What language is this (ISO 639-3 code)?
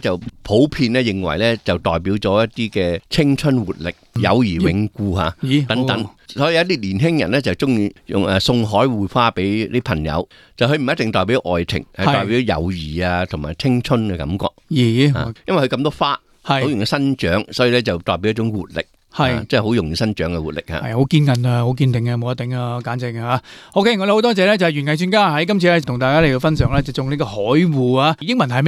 yue